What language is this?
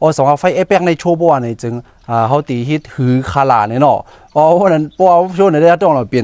Shan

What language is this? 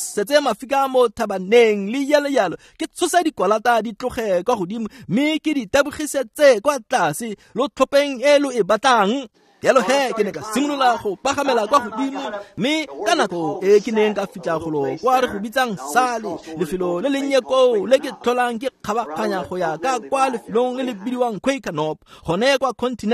Tswana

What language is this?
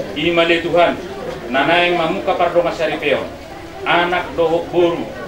Batak Toba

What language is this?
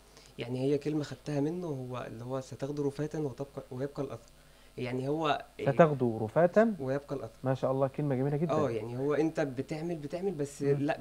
Egyptian Arabic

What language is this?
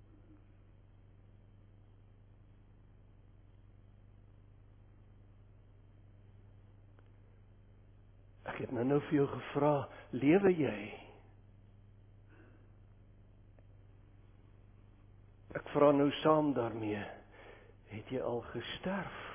Afrikaans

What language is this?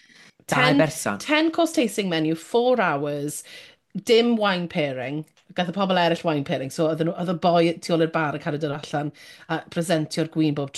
Welsh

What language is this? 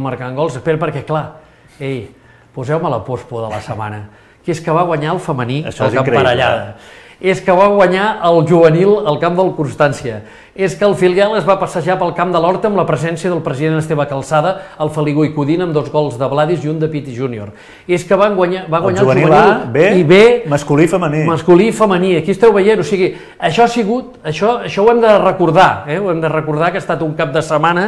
Catalan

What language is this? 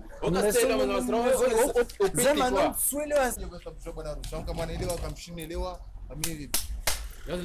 Swahili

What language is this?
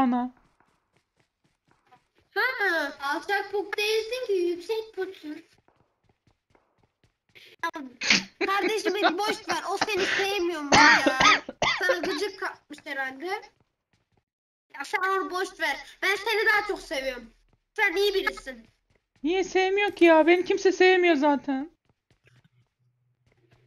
Turkish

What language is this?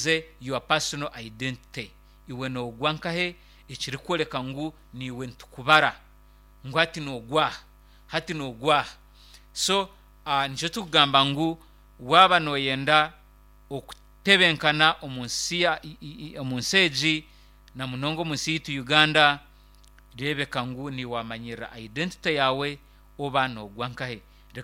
Nyankole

